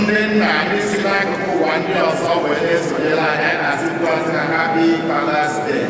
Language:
Igbo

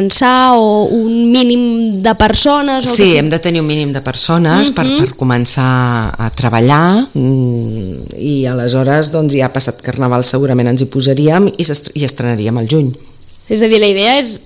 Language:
Catalan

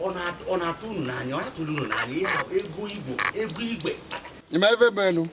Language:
Igbo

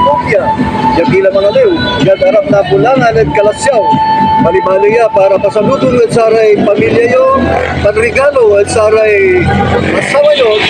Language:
Pangasinan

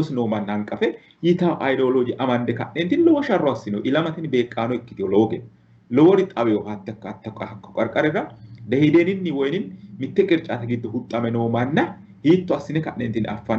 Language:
Sidamo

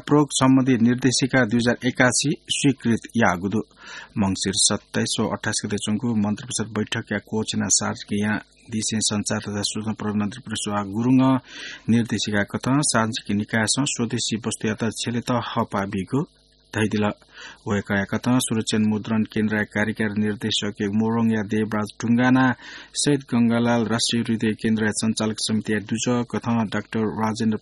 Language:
Newari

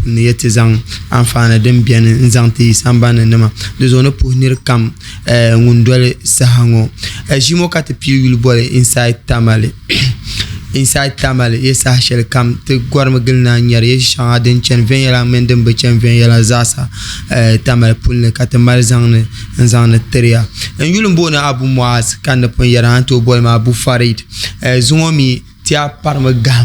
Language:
Dagbani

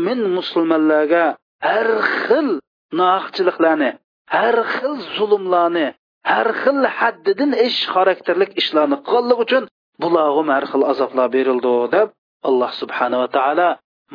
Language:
Uyghur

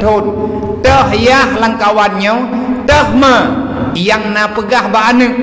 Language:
Achinese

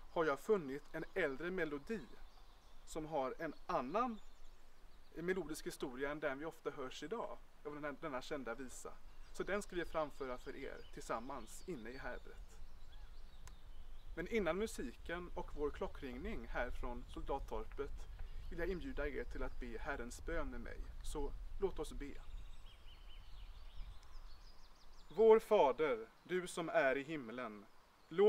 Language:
Swedish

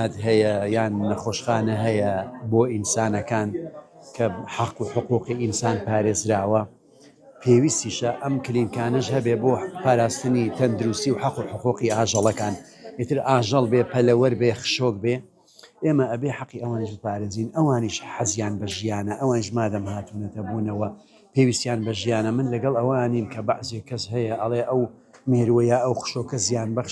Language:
Central Kurdish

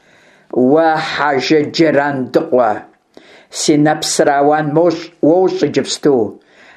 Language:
Kabardian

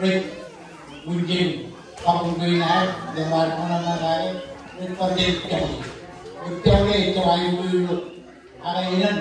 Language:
Marshallese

